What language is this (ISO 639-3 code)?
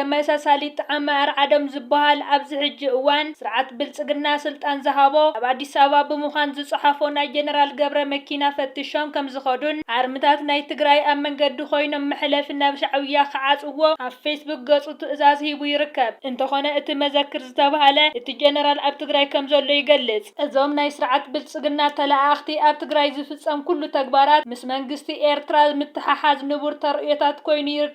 tir